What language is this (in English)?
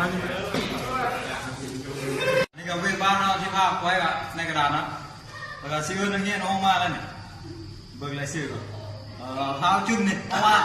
Lao